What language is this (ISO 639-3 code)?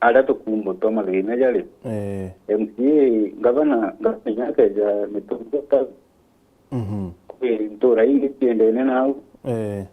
mer